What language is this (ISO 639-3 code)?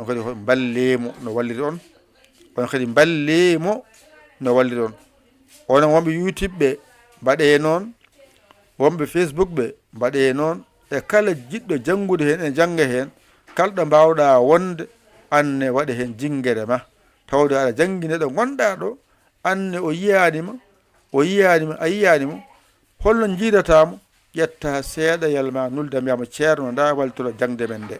ful